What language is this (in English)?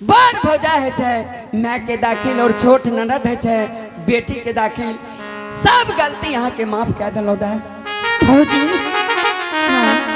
Angika